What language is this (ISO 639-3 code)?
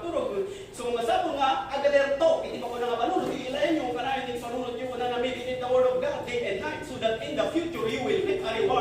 ilo